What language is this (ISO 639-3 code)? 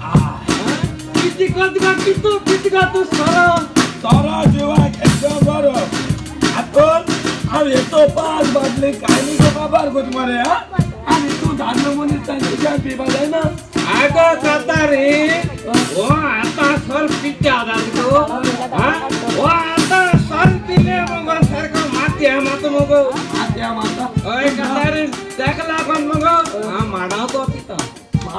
kok